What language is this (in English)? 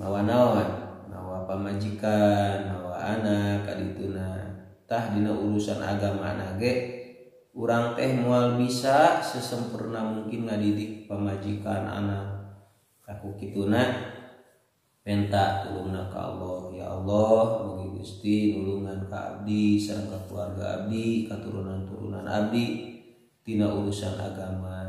Sundanese